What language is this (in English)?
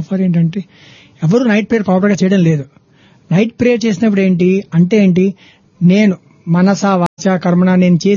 Telugu